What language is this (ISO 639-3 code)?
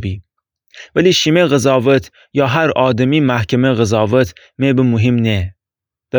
glk